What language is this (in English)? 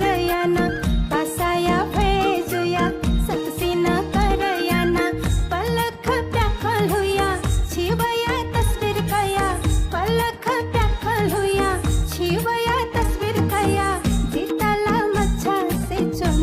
Newari